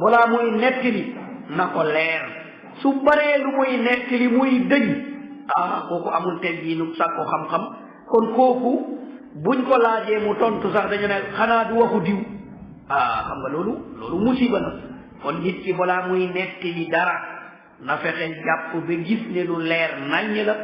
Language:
Wolof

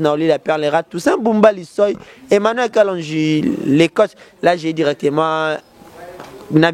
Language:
Lingala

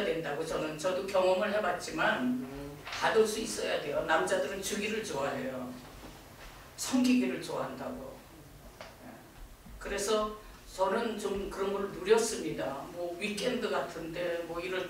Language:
Korean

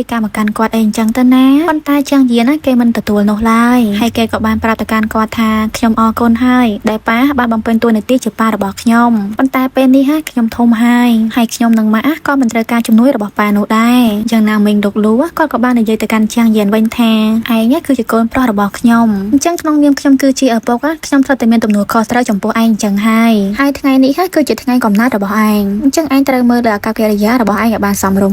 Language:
Khmer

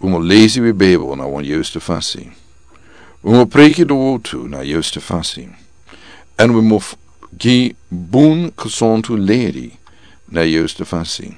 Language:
Sranan Tongo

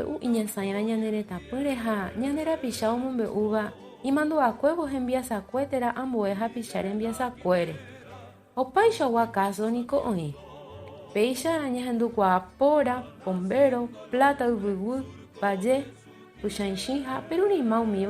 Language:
Guarani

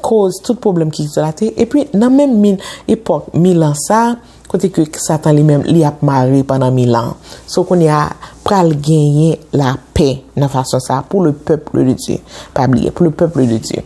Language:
Haitian Creole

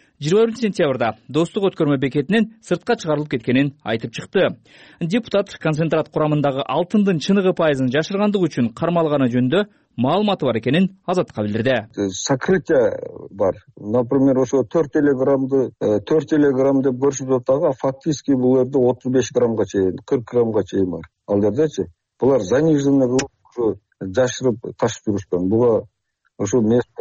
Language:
Kyrgyz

